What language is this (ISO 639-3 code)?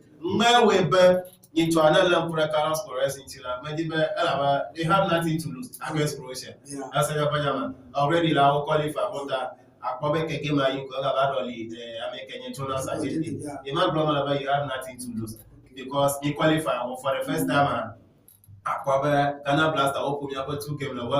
ewe